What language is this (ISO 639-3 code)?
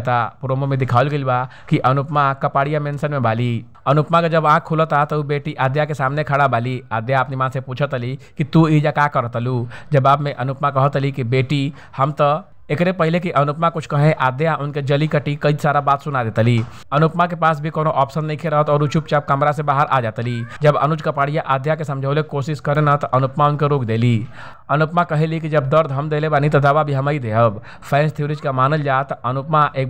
bho